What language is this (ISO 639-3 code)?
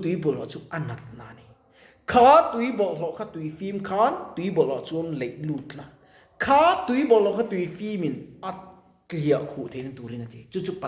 lus